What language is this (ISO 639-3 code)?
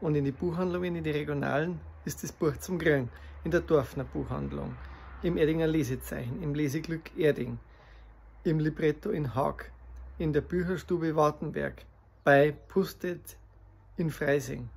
bar